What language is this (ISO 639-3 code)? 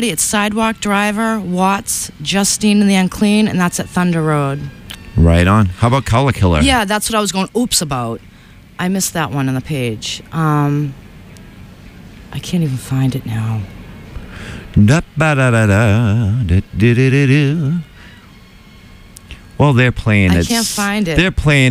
eng